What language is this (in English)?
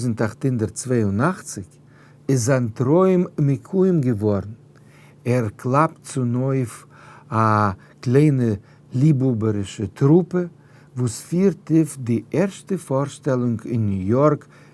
Yiddish